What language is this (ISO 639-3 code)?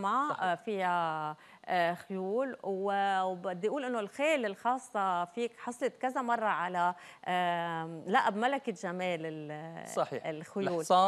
apc